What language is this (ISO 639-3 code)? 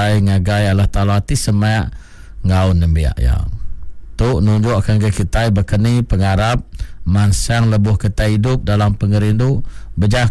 iba